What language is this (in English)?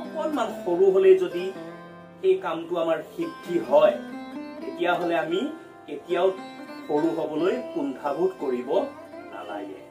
Assamese